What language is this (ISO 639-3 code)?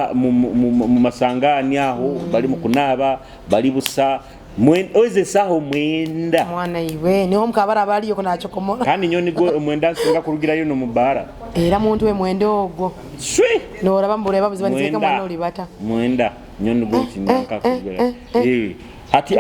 nyo